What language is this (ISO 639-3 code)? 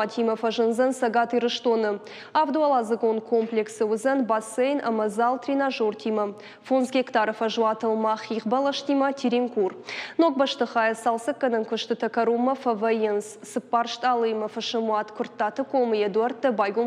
oss